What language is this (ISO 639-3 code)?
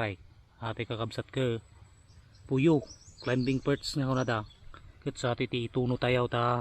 ilo